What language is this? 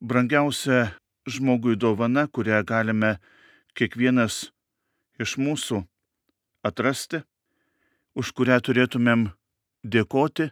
Lithuanian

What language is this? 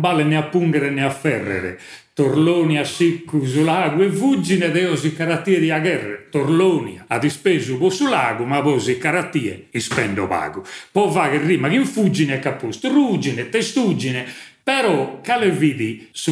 Sardinian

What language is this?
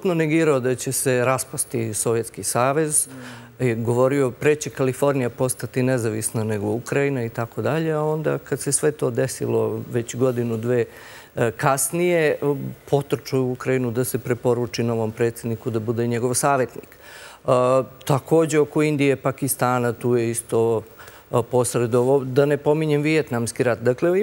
Serbian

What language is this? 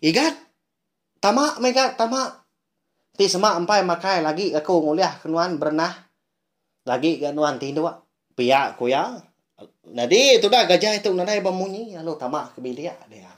Iban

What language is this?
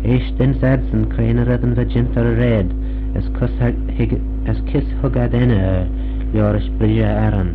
Manx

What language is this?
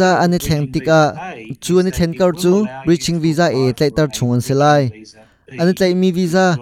Hakha Chin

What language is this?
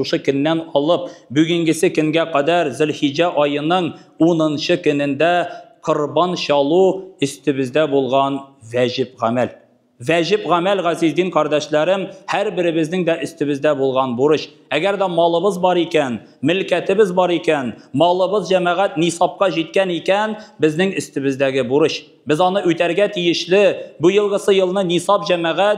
Tatar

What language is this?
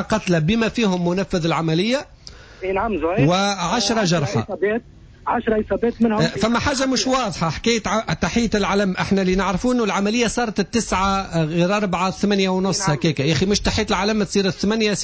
Tunisian Arabic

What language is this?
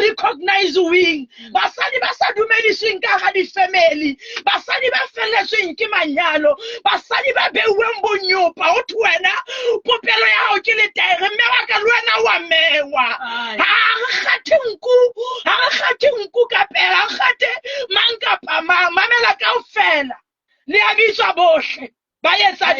Southern Sotho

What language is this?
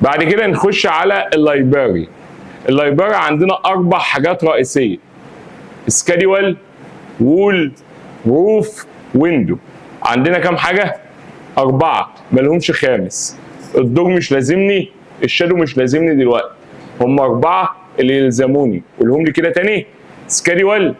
Egyptian Arabic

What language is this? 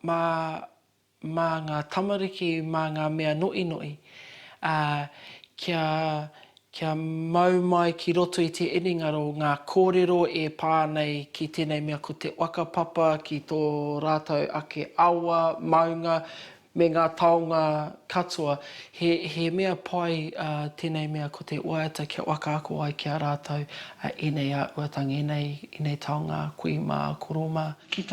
Māori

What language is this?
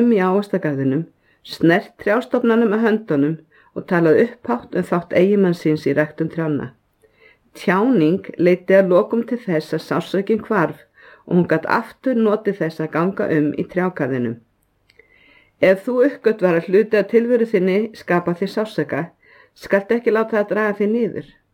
Icelandic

